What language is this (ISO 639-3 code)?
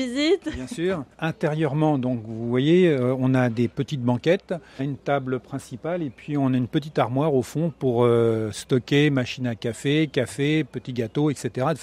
fra